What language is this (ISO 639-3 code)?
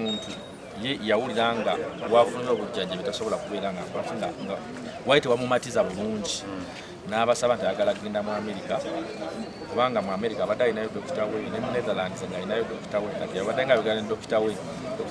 lug